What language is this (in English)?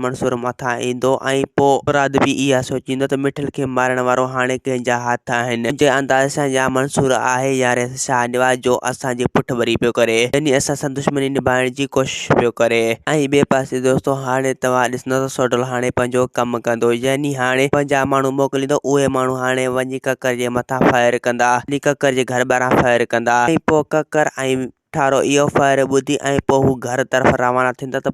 Sindhi